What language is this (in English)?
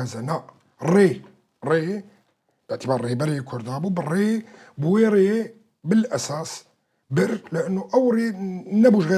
Kurdish